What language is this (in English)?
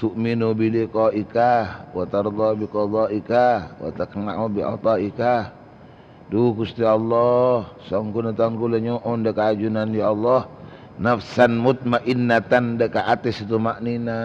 Madurese